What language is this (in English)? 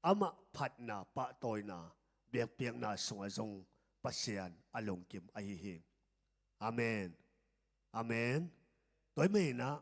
Tedim Chin